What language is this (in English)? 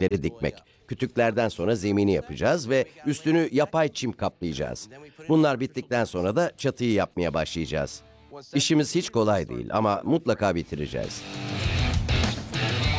Turkish